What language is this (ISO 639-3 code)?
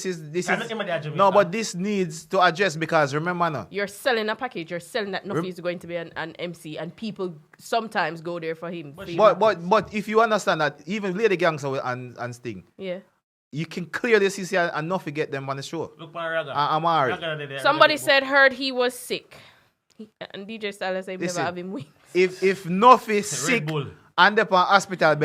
jam